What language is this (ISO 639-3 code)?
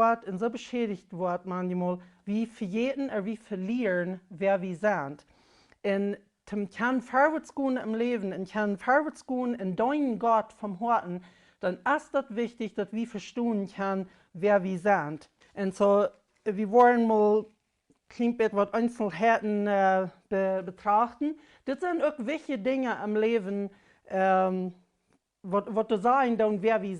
pdt